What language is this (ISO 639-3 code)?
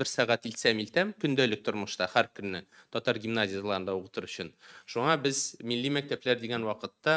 tat